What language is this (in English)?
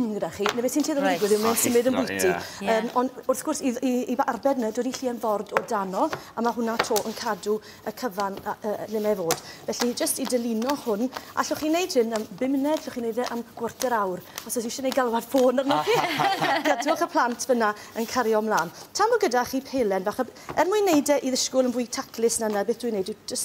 Welsh